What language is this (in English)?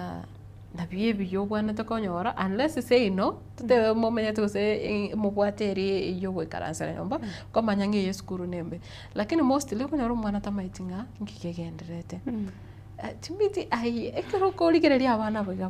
Gusii